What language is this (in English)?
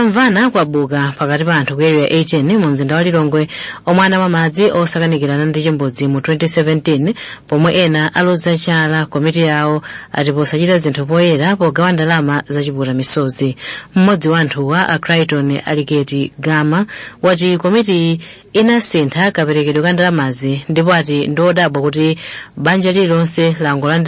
Nyanja